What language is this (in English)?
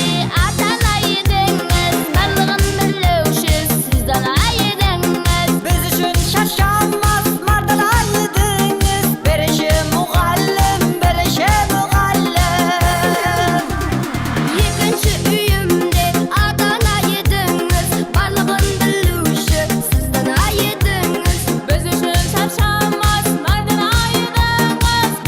Kara-Kalpak